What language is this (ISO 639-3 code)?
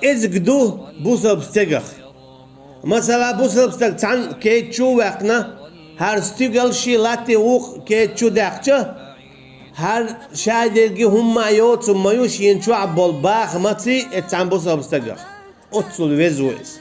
che